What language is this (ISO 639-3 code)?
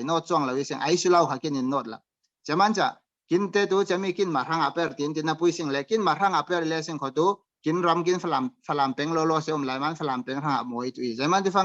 cfm